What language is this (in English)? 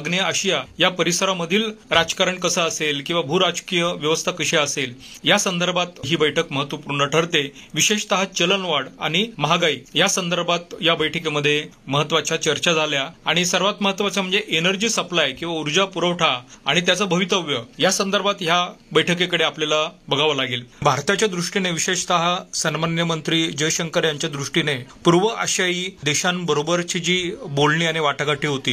Marathi